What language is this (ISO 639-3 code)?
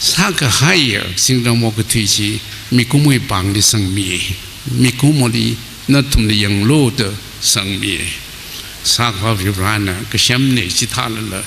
nmf